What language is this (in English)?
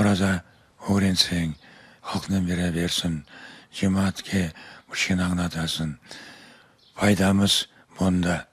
Crimean Tatar